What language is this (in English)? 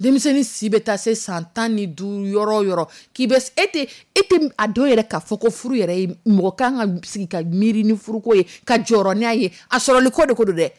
Dyula